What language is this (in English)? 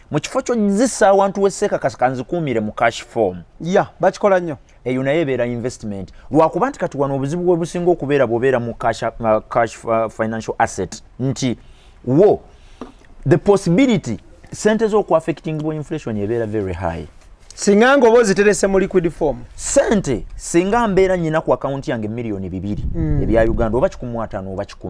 Ganda